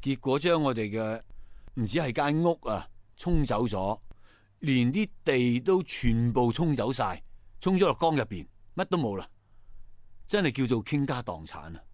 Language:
Cantonese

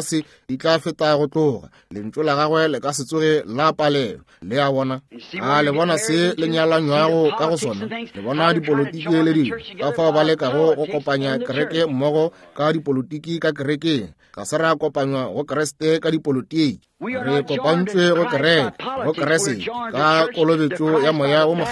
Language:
Northern Sotho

